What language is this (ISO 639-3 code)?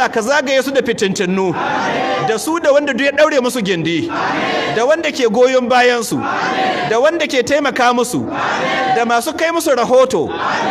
hau